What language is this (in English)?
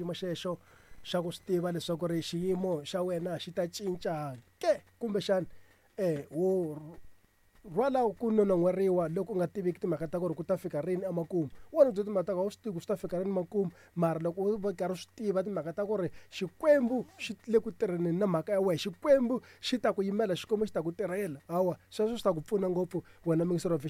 Tsonga